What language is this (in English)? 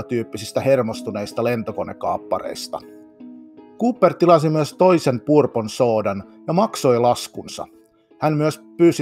Finnish